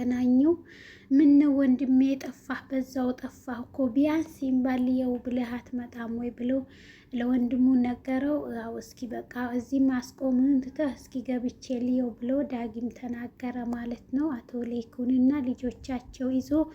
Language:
Amharic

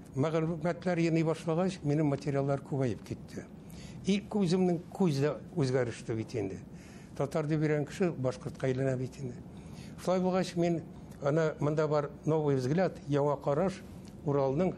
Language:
Bashkir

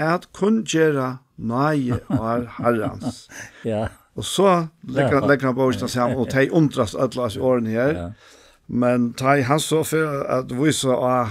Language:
Faroese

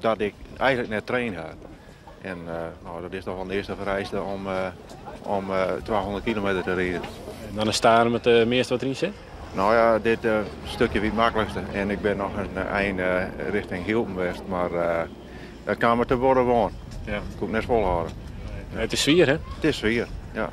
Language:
Western Frisian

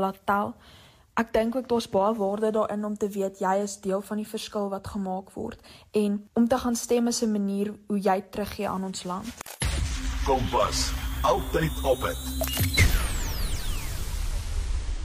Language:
Afrikaans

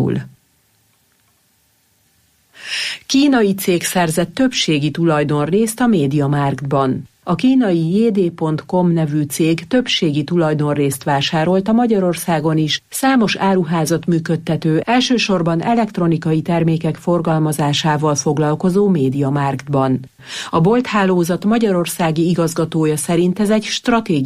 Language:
Hungarian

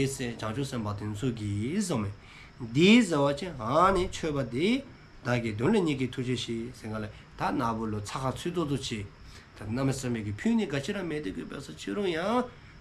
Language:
Dzongkha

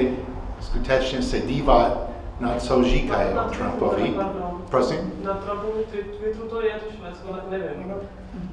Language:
Czech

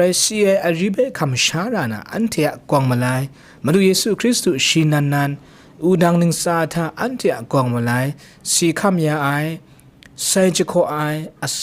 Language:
Kachin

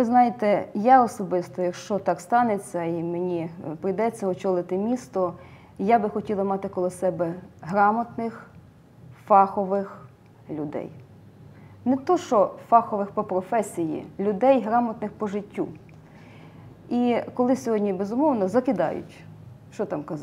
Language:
Ukrainian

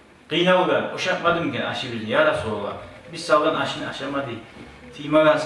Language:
Kumyk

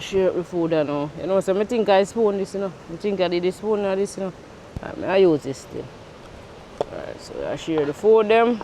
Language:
Jamaican Creole English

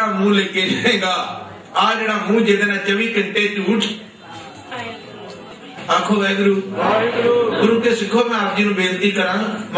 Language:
Punjabi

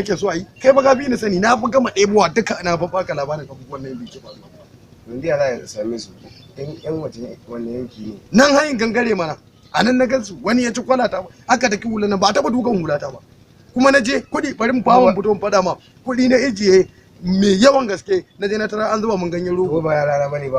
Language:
Hausa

